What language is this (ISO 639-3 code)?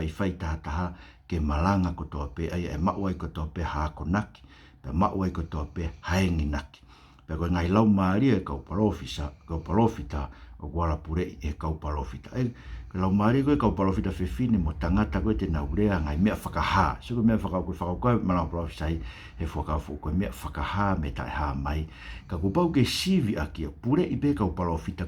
ton